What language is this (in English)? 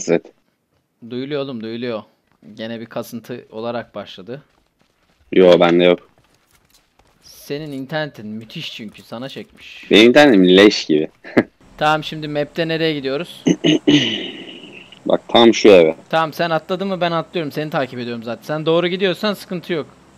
Turkish